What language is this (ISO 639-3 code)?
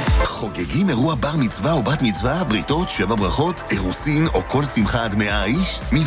heb